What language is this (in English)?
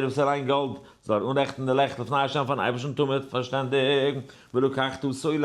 Yiddish